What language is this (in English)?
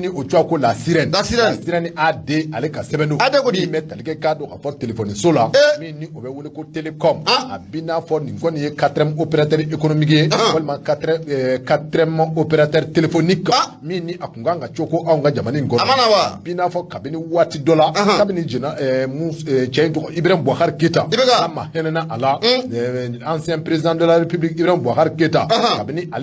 Bambara